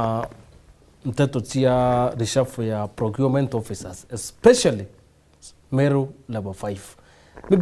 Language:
Meru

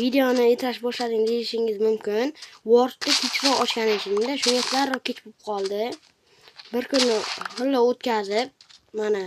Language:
Uzbek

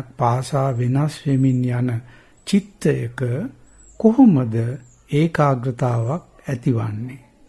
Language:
Sinhala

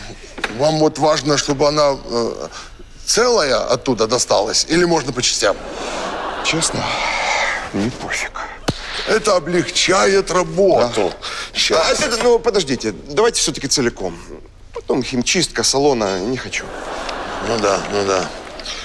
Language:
Russian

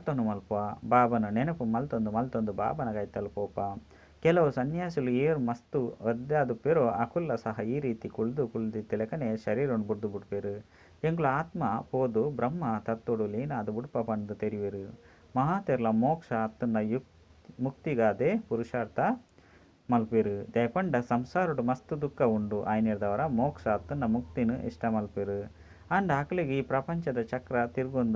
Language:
Tulu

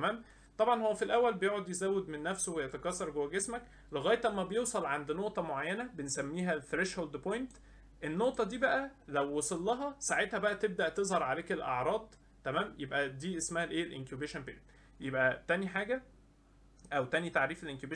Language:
Egyptian Arabic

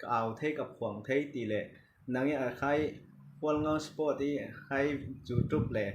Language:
Falam Chin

